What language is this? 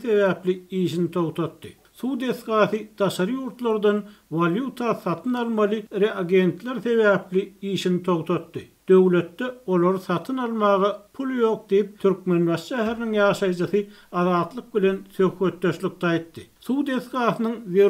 Turkmen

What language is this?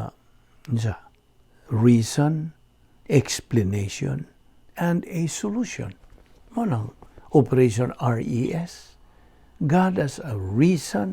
Cebuano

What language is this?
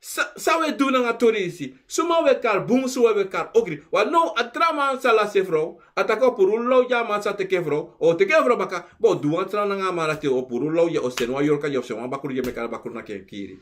Sranan Tongo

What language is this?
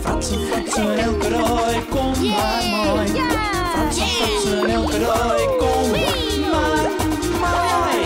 Western Frisian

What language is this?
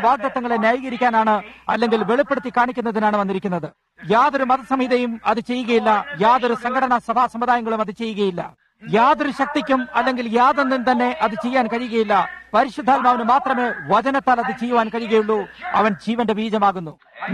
Malayalam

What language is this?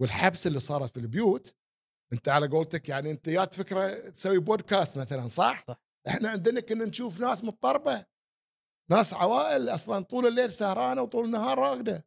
Gulf Arabic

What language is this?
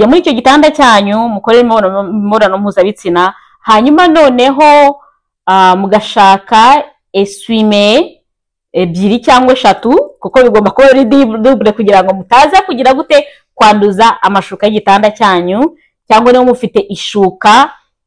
Kinyarwanda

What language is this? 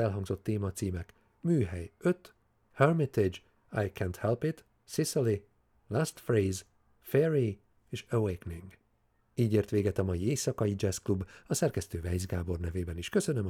Hungarian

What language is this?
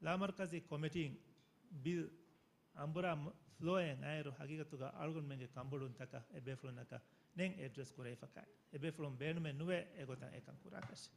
Divehi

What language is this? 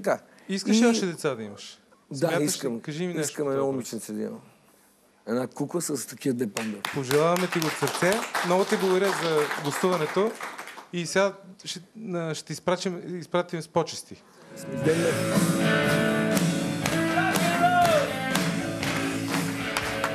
Bulgarian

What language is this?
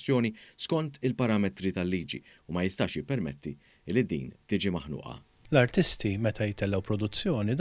Maltese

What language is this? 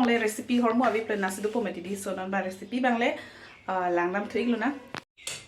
Karbi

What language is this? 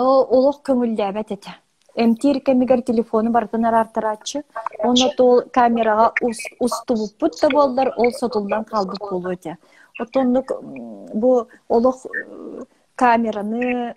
Yakut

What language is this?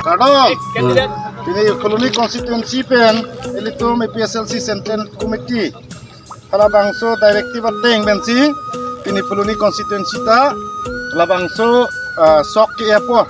Karbi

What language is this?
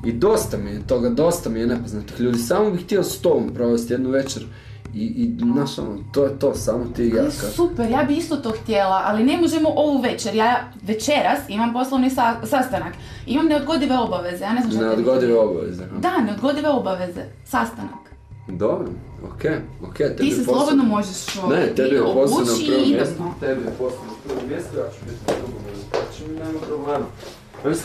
Croatian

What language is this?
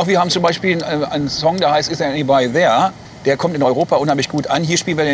Luxembourgish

